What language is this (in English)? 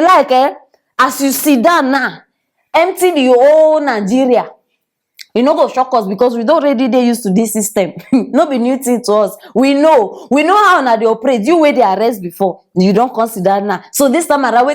Nigerian Pidgin